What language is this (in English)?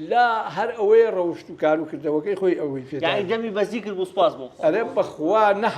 Central Kurdish